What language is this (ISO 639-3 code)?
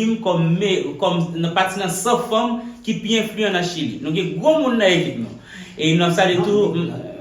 hat